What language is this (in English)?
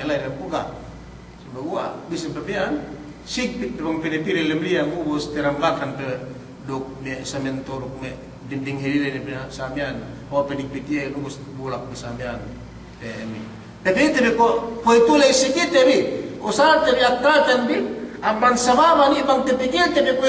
Yakan